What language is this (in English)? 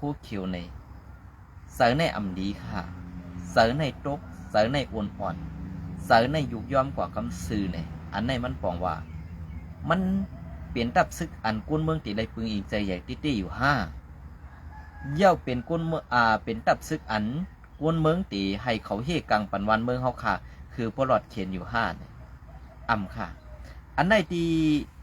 Shan